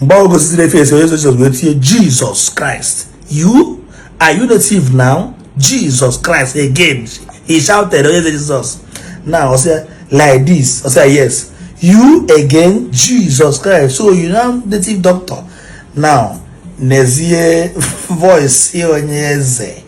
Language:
Igbo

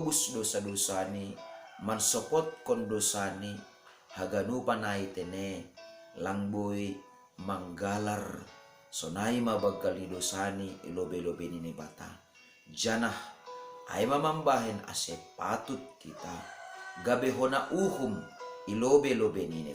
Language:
Batak Simalungun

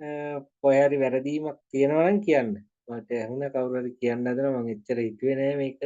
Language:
Sinhala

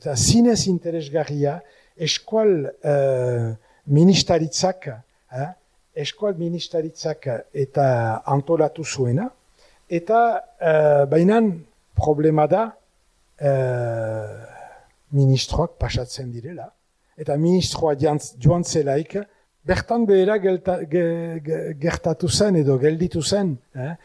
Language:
Basque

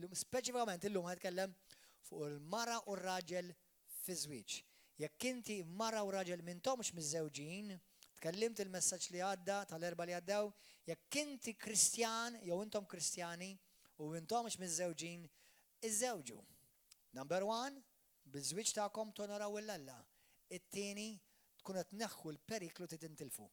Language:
Maltese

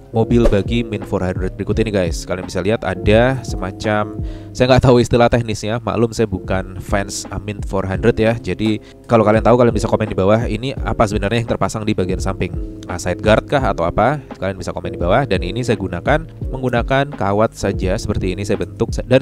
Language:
Indonesian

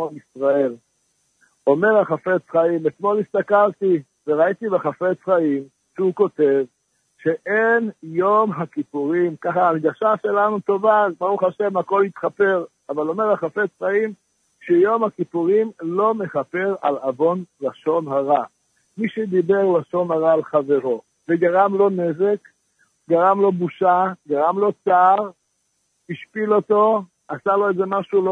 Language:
Hebrew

